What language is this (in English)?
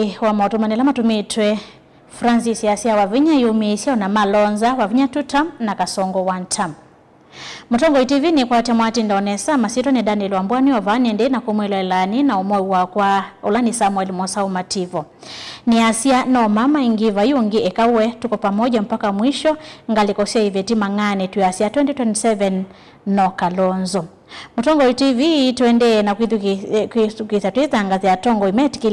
Kamba